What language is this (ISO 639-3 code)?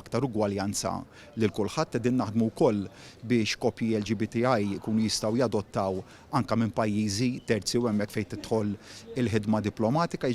mlt